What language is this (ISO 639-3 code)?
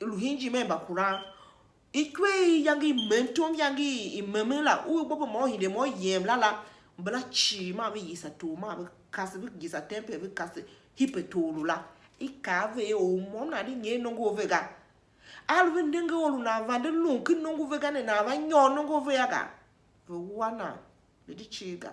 tiv